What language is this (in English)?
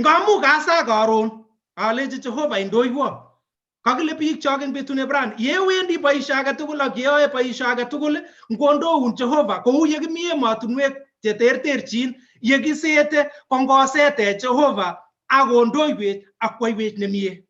Kalenjin